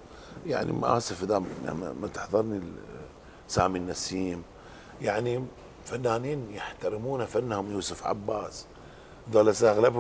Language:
Mesopotamian Arabic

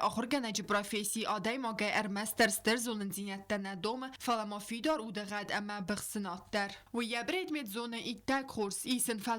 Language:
Ossetic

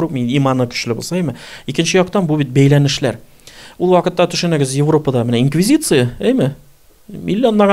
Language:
Tatar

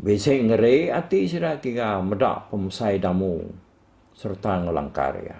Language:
Iban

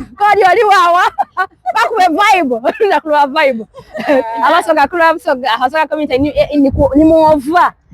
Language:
Soga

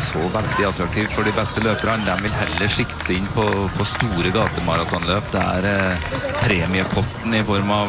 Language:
Norwegian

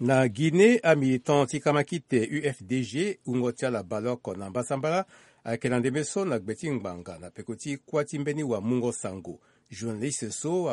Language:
Sango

